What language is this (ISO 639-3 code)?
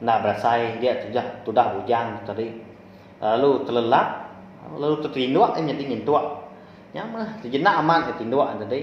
iba